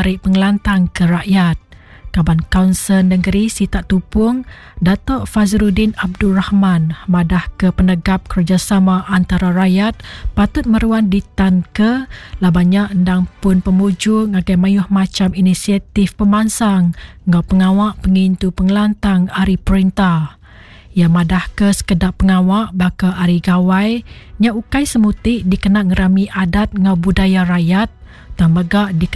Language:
Iban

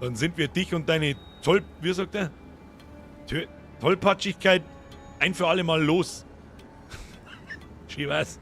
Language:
Bavarian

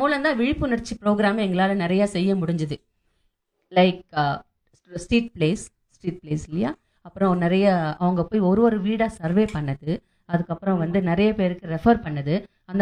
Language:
Tamil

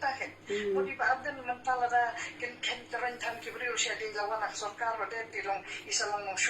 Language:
Khasi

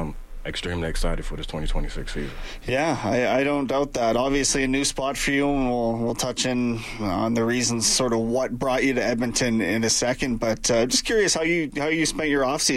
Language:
English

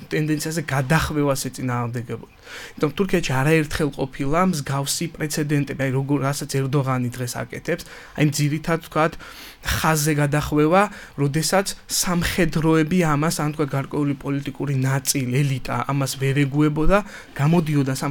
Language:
Georgian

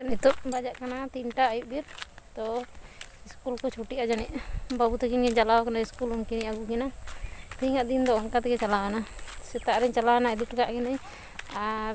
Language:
Santali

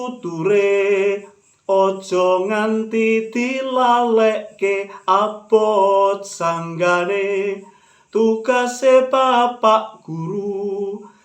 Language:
Javanese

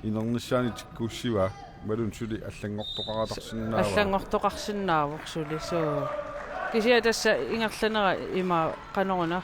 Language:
Kalaallisut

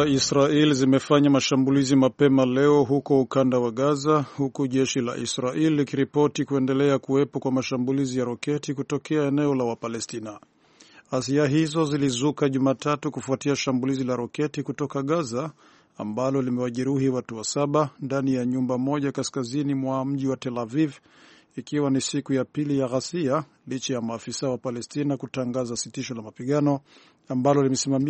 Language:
Swahili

